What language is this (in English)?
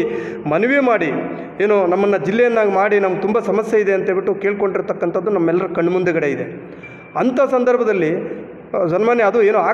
Kannada